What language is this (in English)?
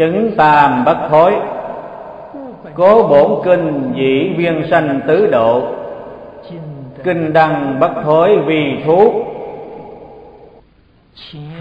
Vietnamese